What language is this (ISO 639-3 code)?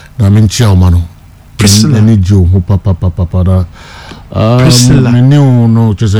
aka